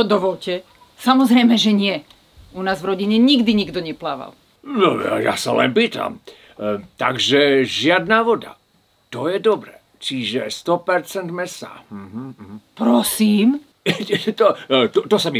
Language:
Slovak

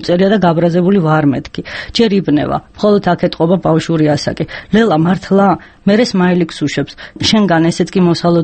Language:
Georgian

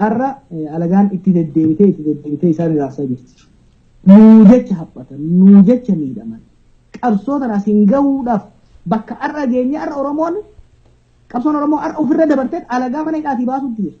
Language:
Oromo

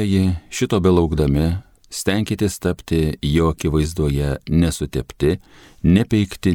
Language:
Lithuanian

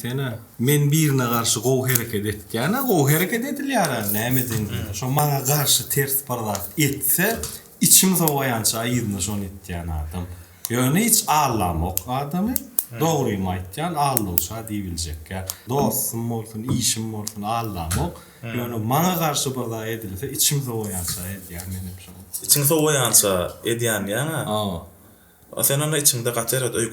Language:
Turkmen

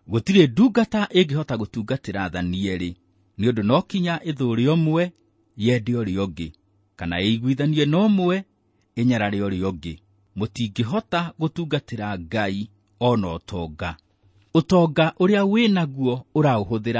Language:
Kikuyu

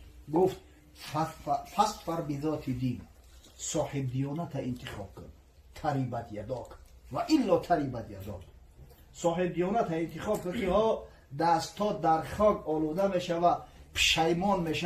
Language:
Tajik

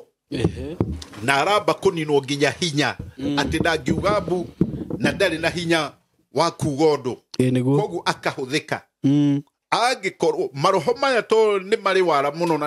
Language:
Kikuyu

